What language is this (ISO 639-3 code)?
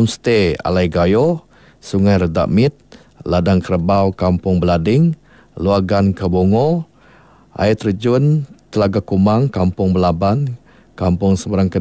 iba